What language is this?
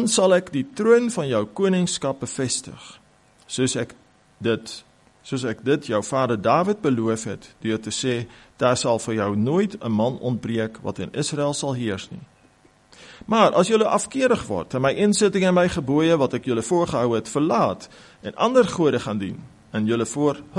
Afrikaans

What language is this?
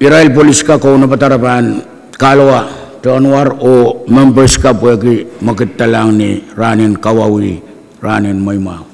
Pohnpeian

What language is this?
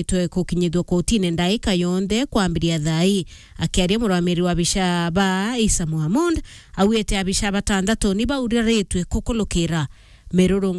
Meru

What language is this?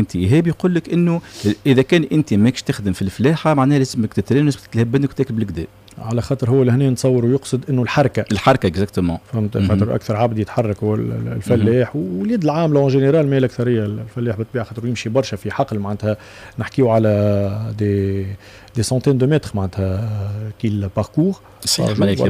Tunisian Arabic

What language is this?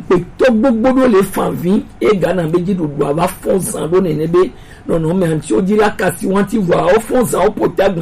Gen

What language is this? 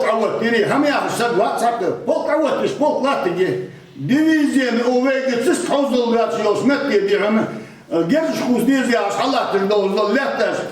Ingush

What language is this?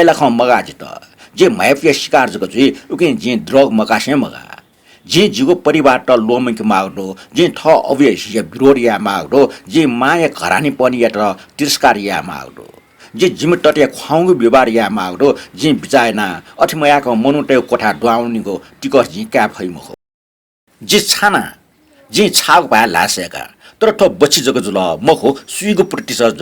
Newari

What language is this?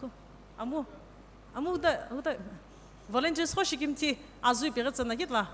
Sumi Naga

